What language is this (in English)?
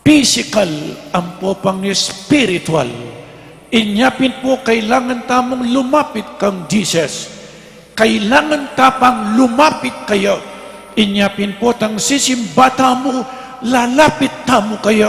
Pampanga